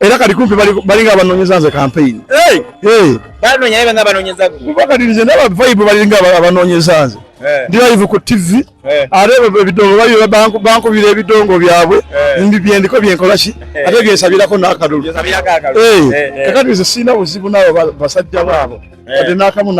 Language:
Ganda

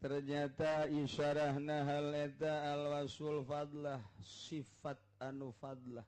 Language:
Sundanese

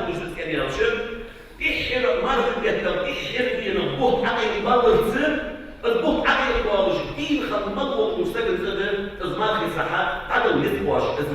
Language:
Ingush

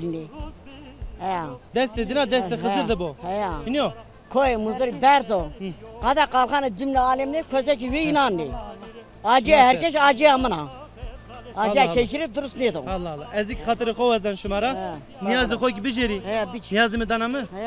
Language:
Zaza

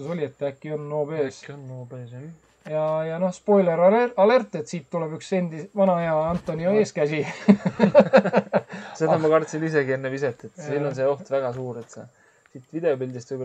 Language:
Estonian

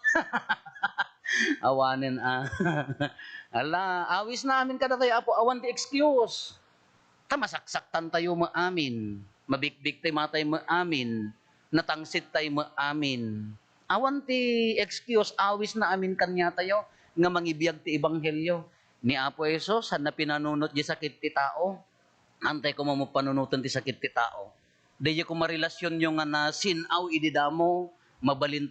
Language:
Iloko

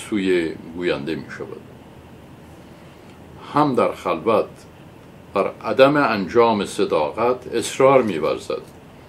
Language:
Persian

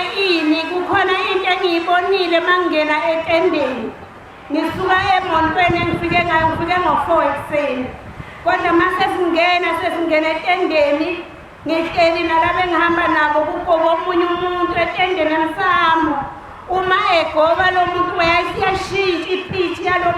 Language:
Zulu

